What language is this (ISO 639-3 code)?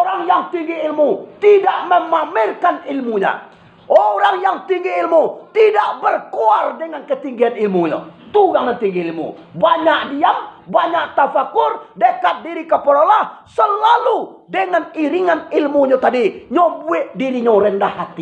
min